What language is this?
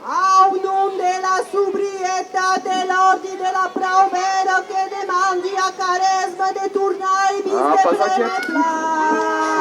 Occitan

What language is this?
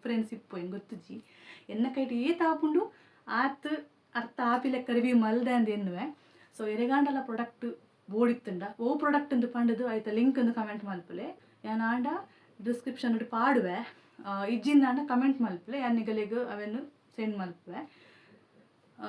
Tulu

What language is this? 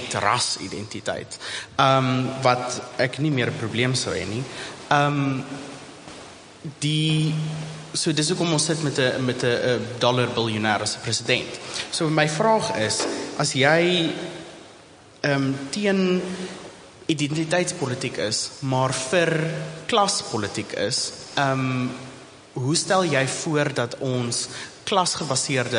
Afrikaans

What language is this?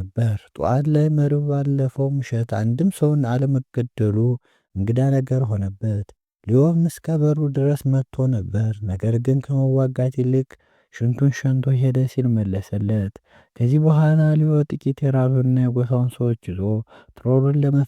Amharic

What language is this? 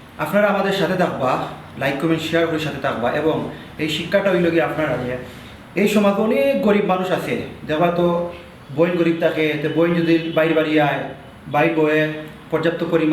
Sylheti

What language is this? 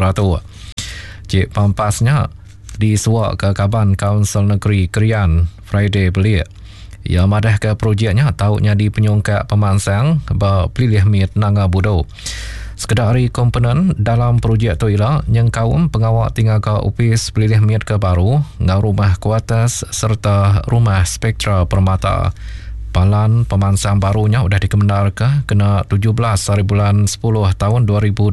Iban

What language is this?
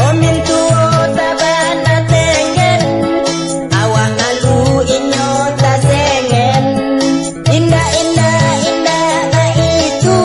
Minangkabau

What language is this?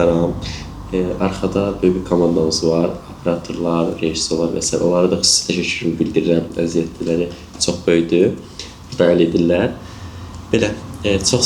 Azerbaijani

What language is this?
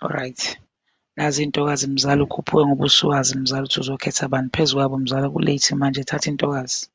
Zulu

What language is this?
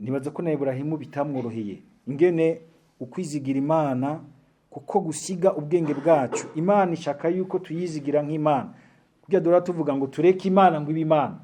Rundi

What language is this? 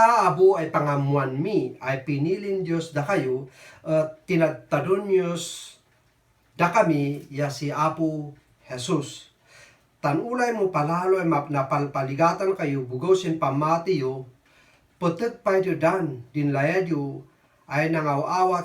Kankanaey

